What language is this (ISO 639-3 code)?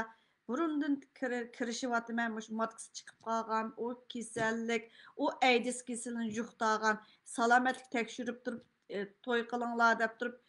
uig